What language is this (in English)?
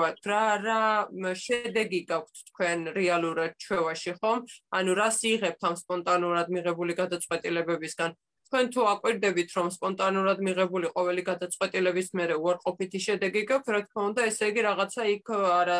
Georgian